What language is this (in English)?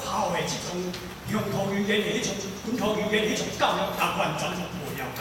Min Nan Chinese